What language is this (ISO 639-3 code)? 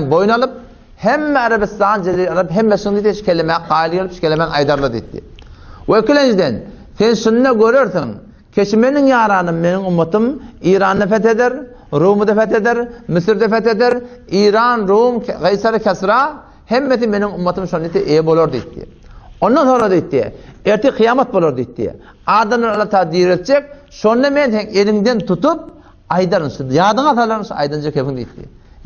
tuk